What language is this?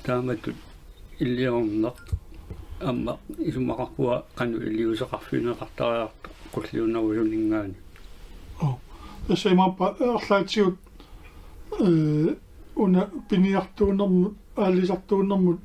Kalaallisut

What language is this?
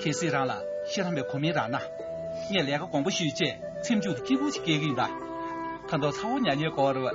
Tibetan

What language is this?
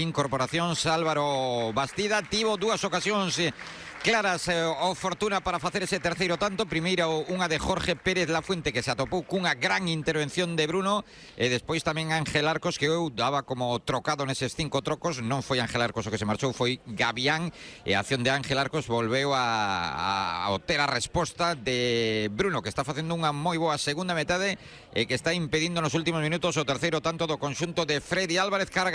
Galician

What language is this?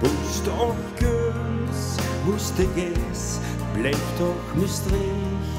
Limburgish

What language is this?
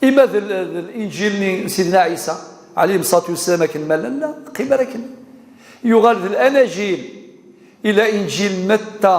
Kabyle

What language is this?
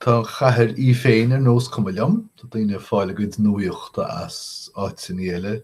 Irish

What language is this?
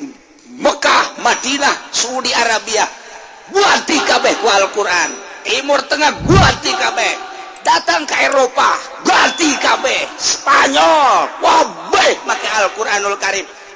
Sundanese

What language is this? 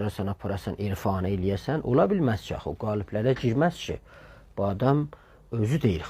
South Azerbaijani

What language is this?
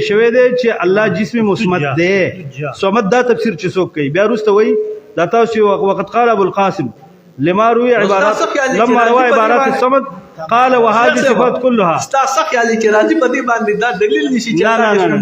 Pashto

